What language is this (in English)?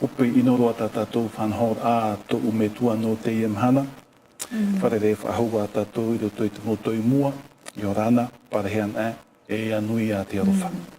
Tahitian